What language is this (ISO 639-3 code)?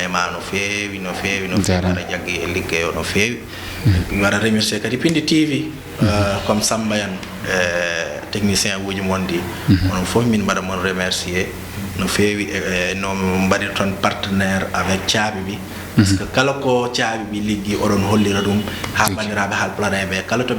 ful